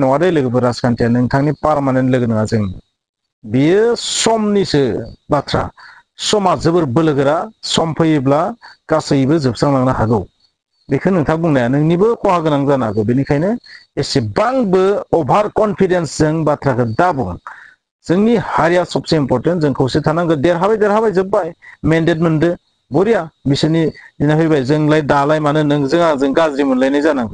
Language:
Bodo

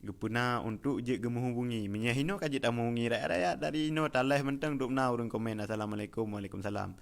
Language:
Achinese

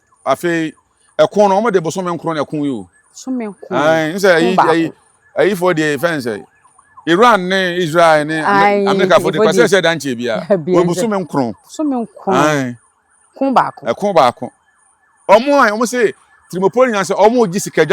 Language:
Akan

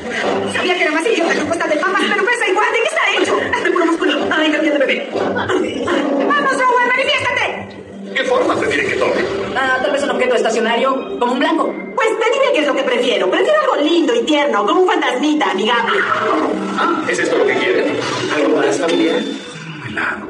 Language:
Spanish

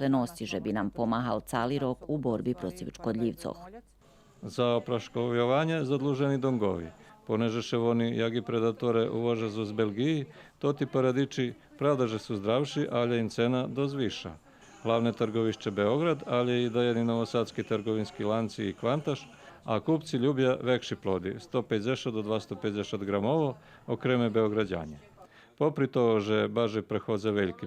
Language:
Rusyn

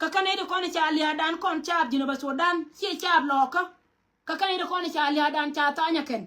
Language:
Nuer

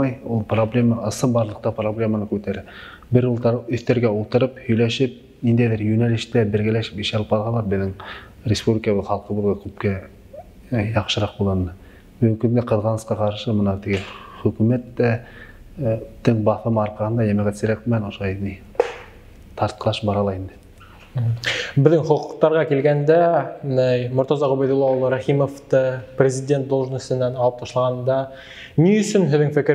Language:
Bashkir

